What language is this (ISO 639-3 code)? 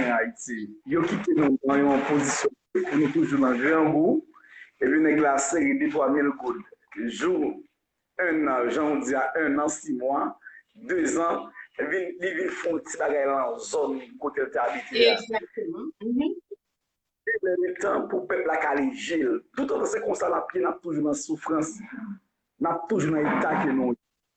hat